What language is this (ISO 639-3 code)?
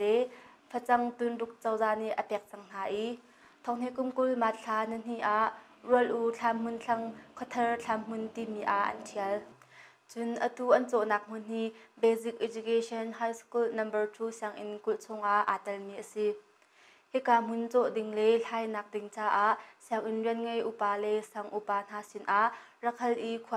cnh